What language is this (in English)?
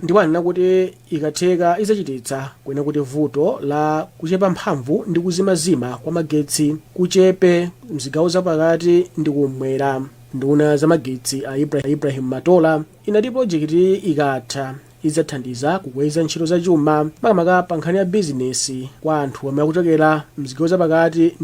Nyanja